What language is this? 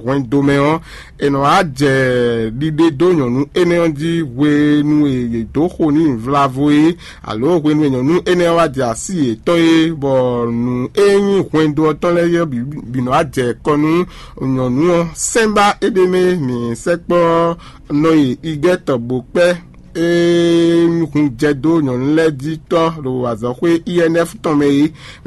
Fon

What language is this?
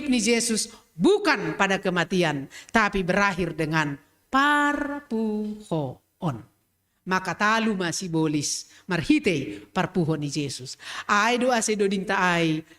Batak Simalungun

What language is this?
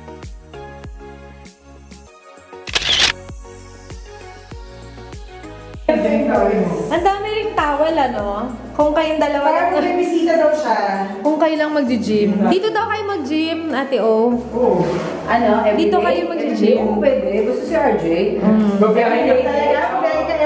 Filipino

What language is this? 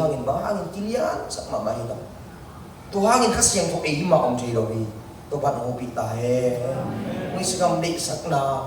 Tedim Chin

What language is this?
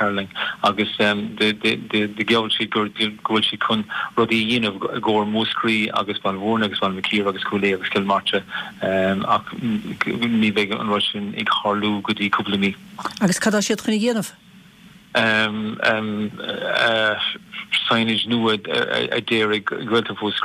Irish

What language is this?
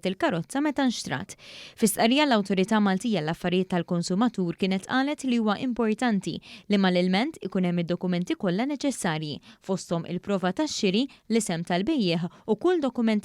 Maltese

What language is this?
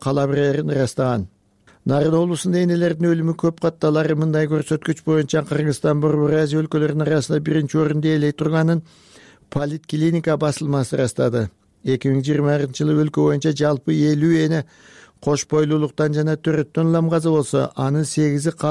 Kyrgyz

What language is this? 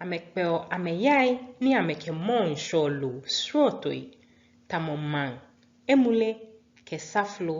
Ga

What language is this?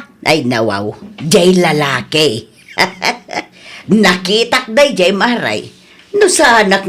Iloko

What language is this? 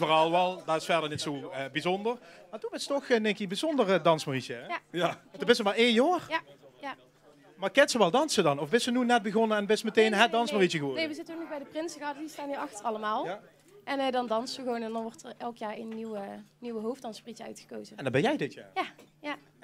Limburgish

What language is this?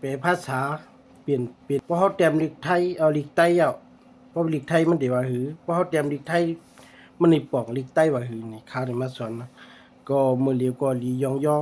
Shan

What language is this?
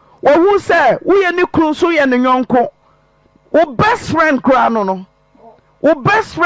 Akan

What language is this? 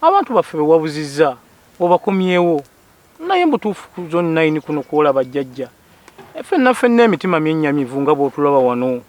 Ganda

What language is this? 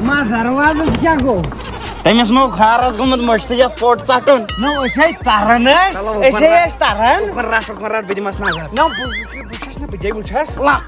Kashmiri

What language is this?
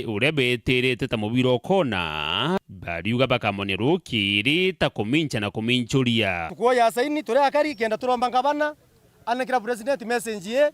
Meru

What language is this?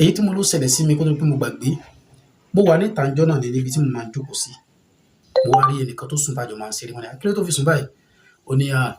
Yoruba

